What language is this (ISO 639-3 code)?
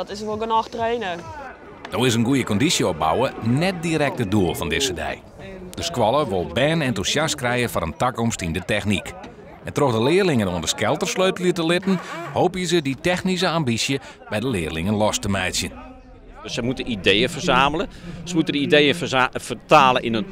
fry